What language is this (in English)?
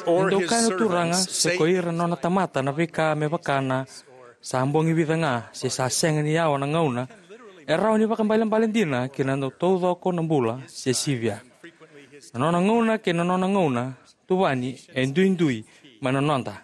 Fijian